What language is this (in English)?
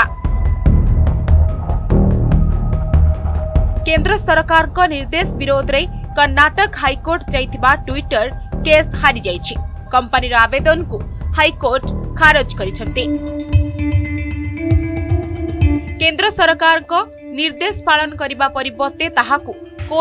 Odia